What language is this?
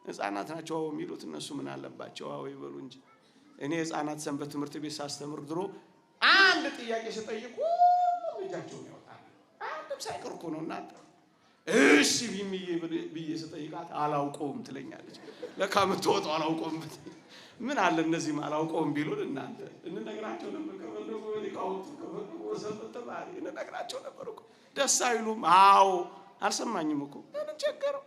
Amharic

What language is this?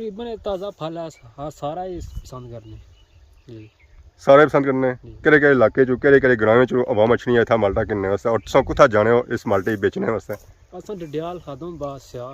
Pahari-Potwari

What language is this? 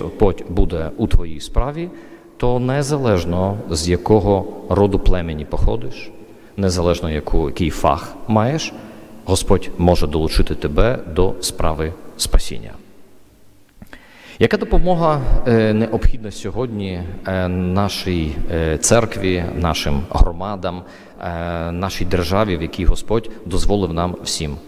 Ukrainian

